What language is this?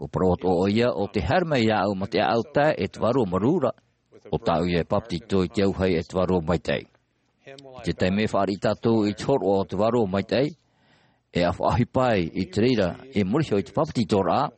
Tahitian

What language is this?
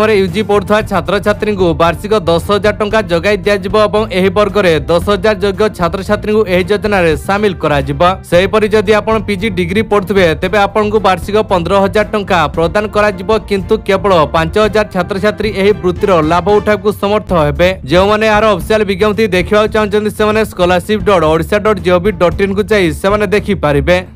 Odia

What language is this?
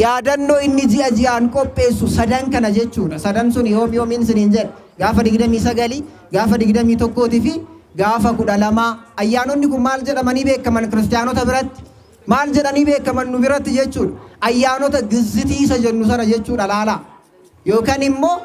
Oromo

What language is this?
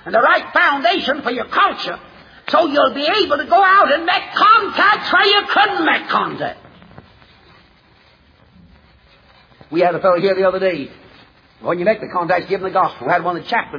English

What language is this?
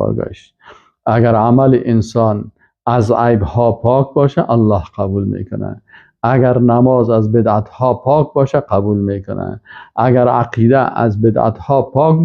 Persian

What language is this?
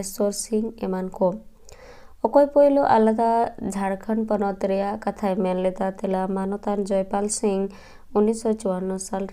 Santali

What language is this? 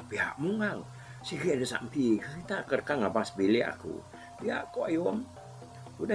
Iban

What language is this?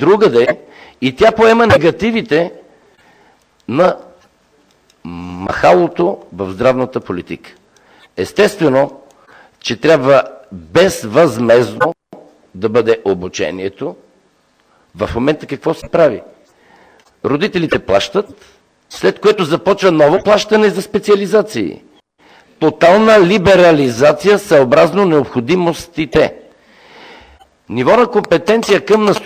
Bulgarian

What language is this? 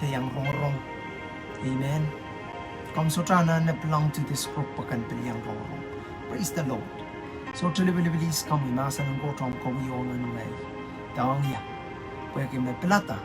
Pohnpeian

